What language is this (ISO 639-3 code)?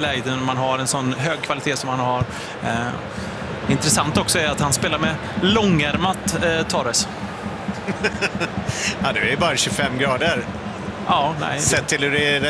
swe